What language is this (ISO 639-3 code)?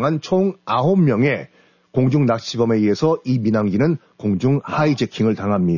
kor